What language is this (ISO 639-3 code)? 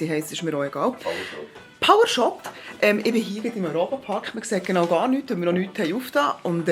gsw